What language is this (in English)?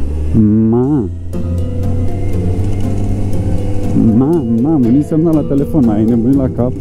Romanian